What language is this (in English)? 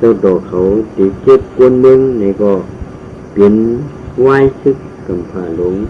Shan